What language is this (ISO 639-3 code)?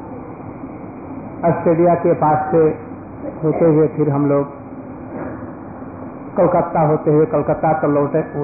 hin